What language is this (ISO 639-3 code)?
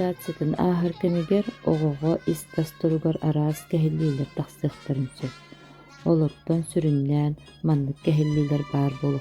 sah